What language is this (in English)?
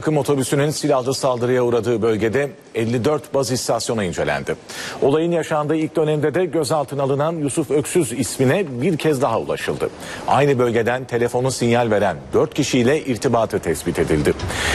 Turkish